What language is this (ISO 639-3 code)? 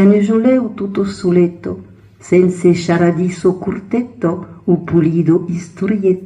oci